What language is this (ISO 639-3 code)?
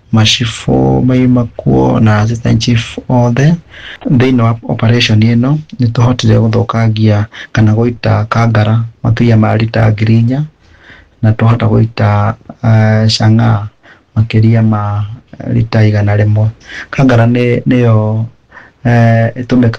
kik